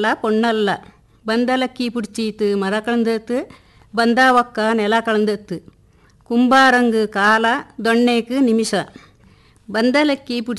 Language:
Kannada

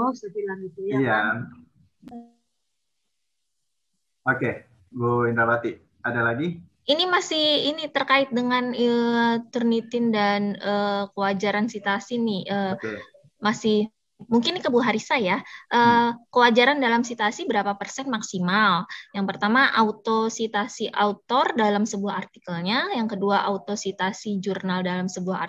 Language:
Indonesian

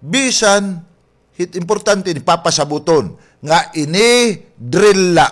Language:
Waray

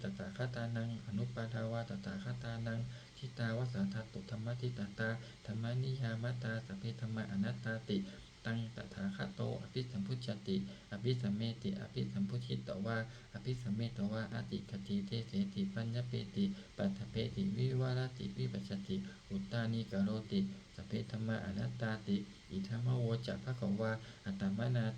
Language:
Pali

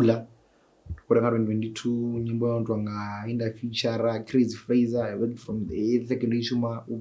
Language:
Venda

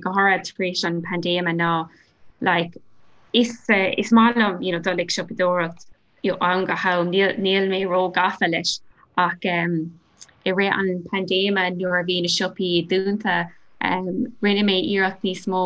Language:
Irish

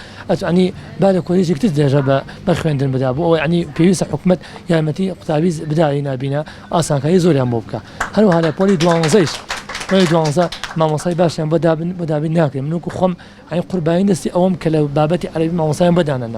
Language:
Central Kurdish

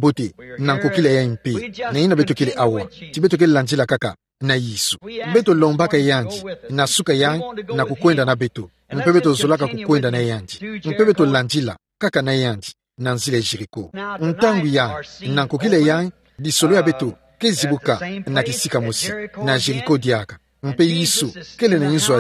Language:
Kituba (Democratic Republic of Congo)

